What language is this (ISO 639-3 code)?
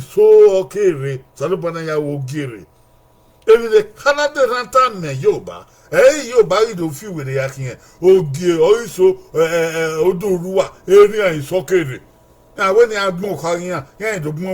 bin